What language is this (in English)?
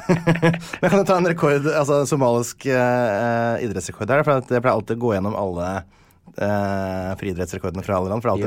Norwegian